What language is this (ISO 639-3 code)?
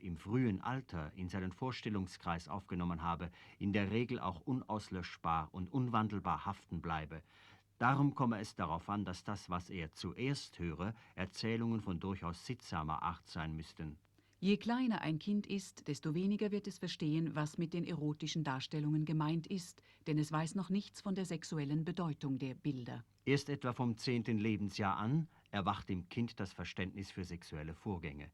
gsw